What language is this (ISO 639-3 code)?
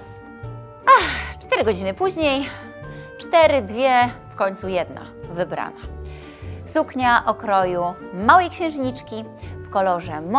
pol